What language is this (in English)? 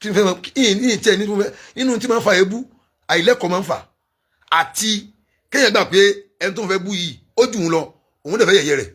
Yoruba